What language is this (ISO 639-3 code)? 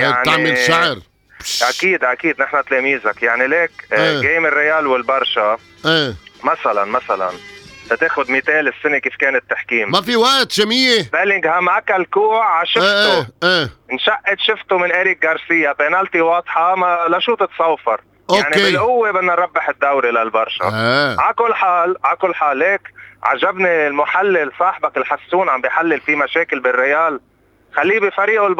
apc